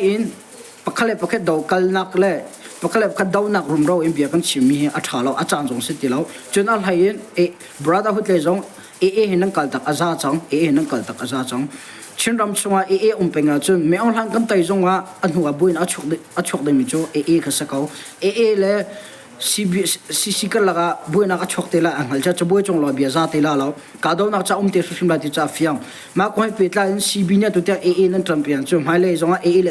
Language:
Hakha Chin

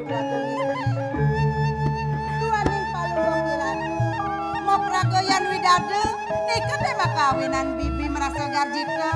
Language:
Balinese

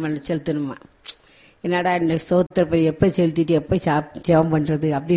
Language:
Tamil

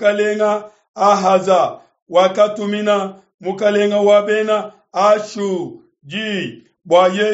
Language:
Luba-Lulua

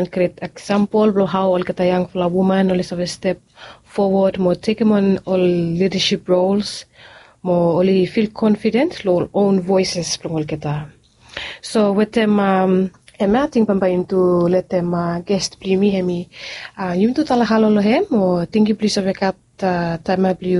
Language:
Bislama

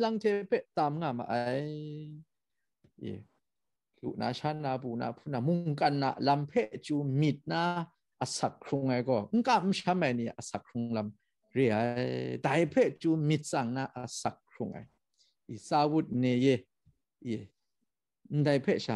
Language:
Kachin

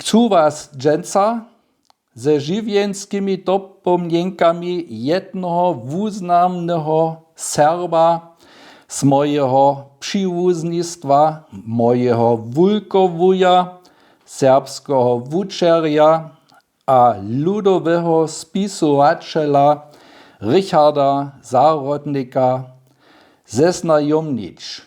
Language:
Upper Sorbian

